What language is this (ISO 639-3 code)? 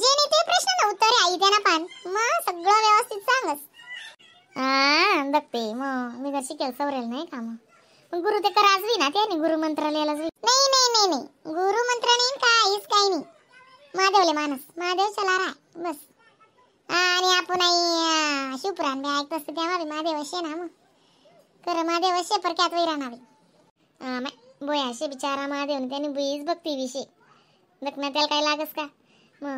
khn